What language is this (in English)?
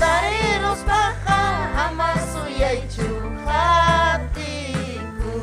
Ayacucho Quechua